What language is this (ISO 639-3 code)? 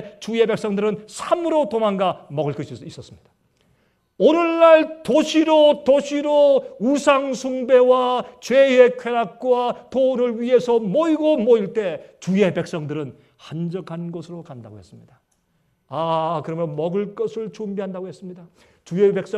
kor